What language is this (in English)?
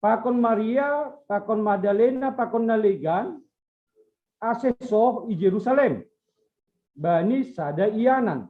Batak Simalungun